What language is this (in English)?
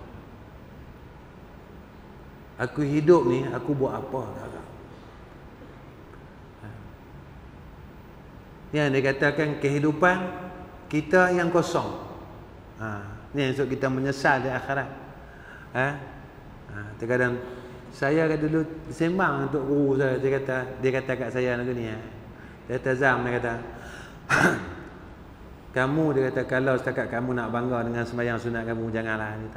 Malay